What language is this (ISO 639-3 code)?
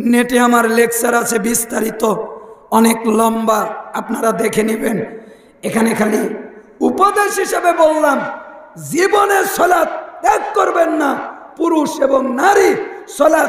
ben